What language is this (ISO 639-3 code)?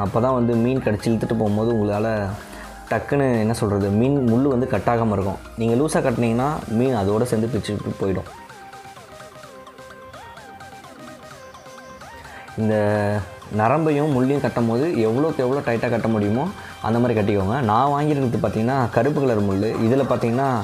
tam